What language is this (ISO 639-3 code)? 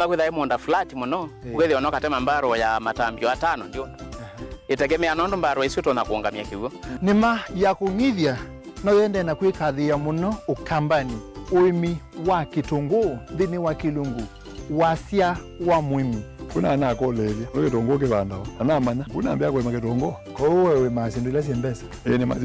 kam